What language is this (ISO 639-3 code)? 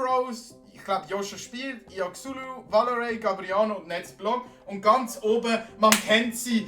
gsw